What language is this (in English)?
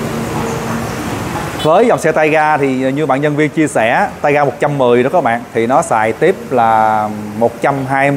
Vietnamese